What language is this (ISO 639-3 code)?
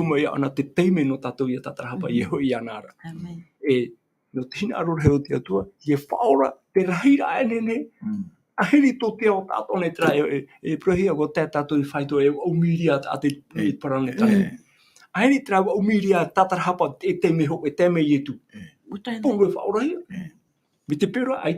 tah